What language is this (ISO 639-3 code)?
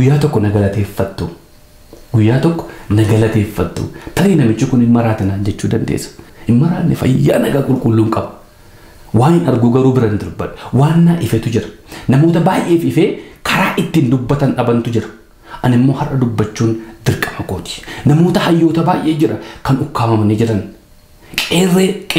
orm